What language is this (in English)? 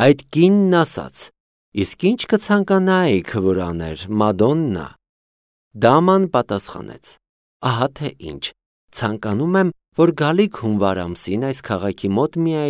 Armenian